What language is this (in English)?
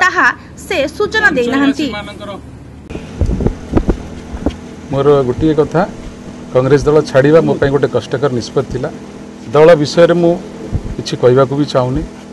Odia